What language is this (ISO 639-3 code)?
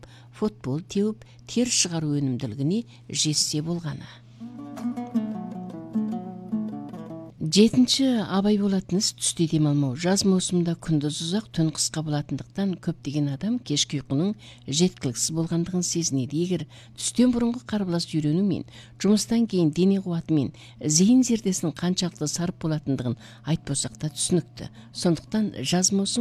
kaz